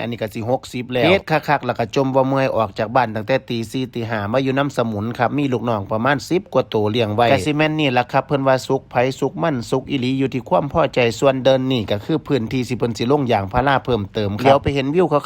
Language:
Northeastern Thai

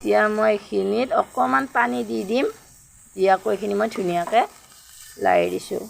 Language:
Assamese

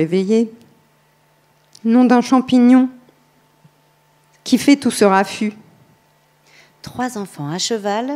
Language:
French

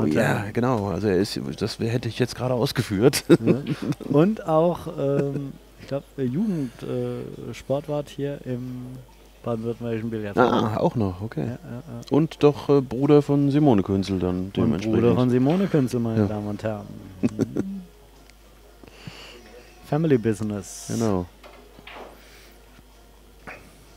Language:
German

